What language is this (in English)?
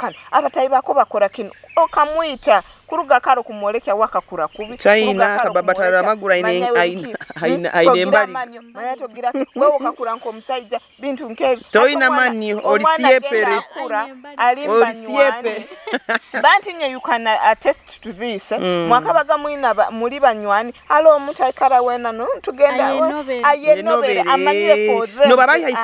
Nyoro